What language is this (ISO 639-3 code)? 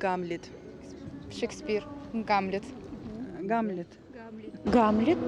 oss